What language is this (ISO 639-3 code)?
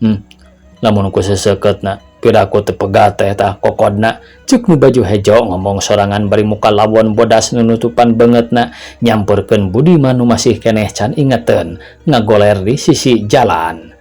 sun